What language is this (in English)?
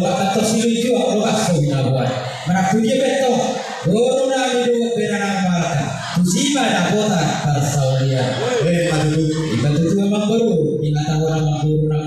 Batak Toba